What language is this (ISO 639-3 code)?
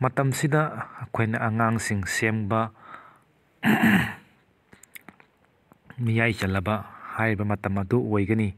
mni